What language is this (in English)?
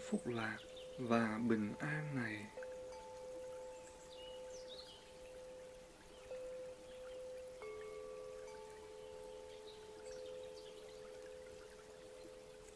Vietnamese